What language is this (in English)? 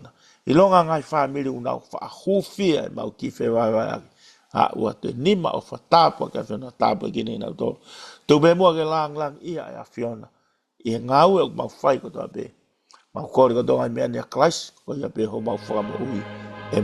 Tongan